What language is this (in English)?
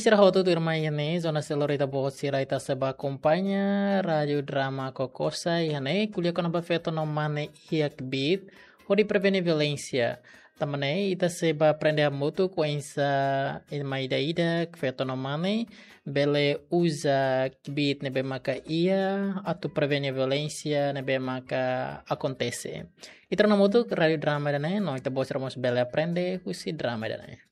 Tetum